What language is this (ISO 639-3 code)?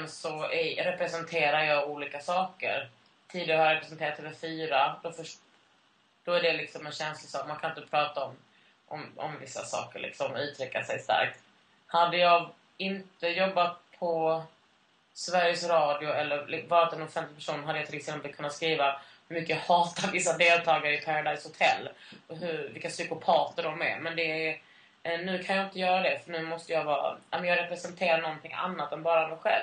swe